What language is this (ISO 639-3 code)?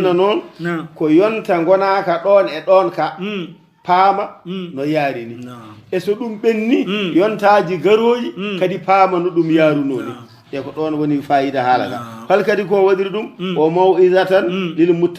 ful